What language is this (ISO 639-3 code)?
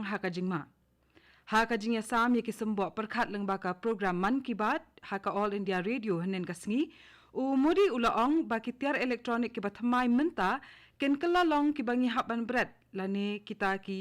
kha